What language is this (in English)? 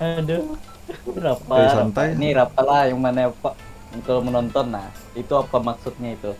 Banjar